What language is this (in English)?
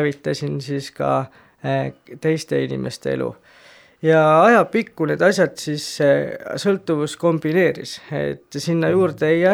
Estonian